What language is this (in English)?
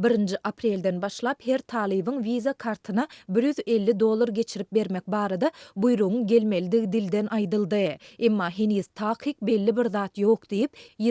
Turkmen